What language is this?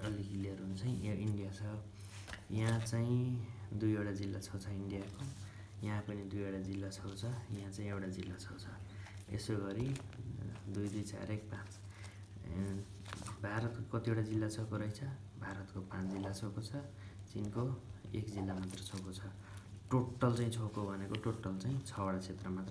Nepali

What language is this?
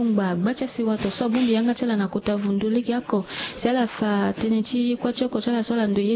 Sango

